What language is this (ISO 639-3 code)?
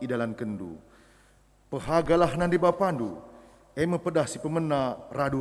btx